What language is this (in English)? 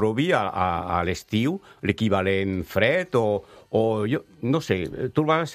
Catalan